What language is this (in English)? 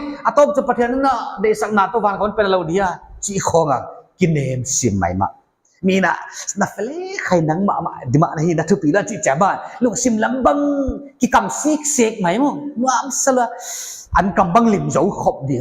Paite Chin